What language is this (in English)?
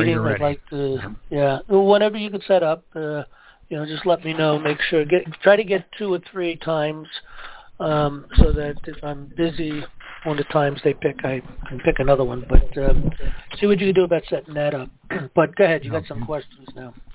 English